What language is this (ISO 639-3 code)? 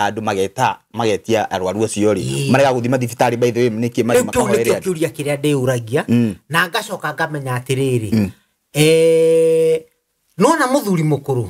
kik